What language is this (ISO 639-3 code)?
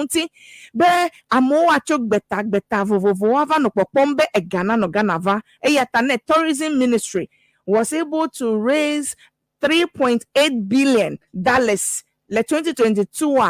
ewe